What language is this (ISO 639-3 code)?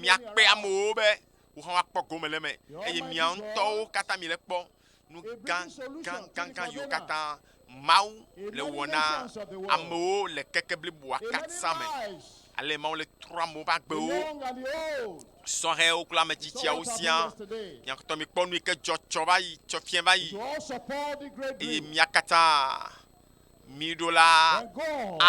ewe